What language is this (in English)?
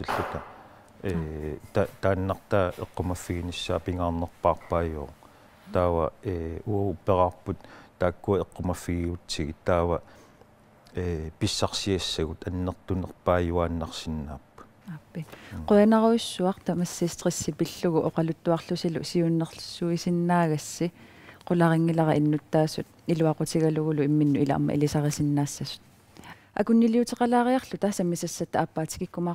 Kalaallisut